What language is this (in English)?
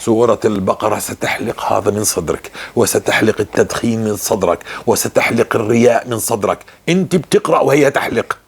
North Levantine Arabic